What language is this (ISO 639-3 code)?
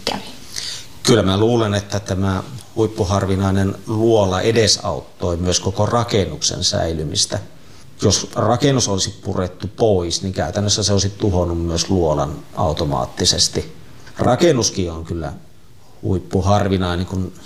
fin